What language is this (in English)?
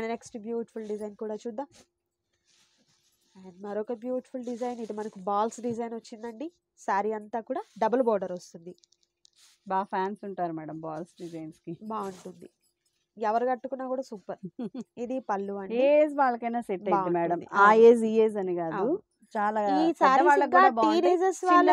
Telugu